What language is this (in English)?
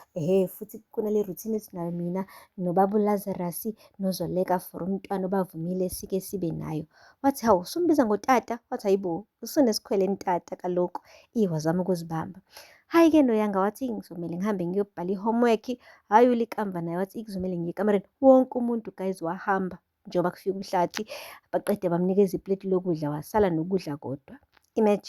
Zulu